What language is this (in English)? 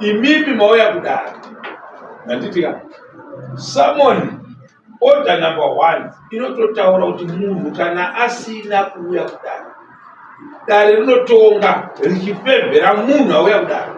Shona